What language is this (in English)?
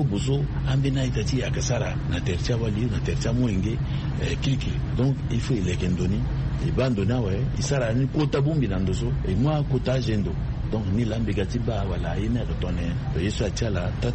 Sango